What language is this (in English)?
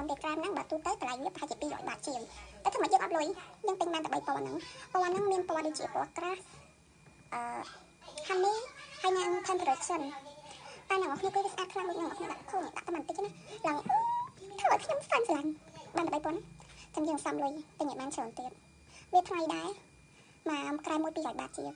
Khmer